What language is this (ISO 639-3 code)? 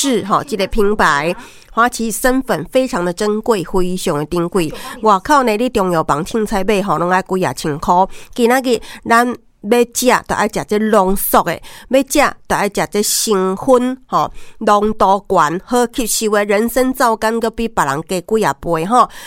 nan